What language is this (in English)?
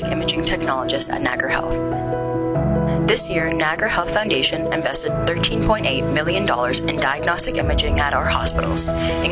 English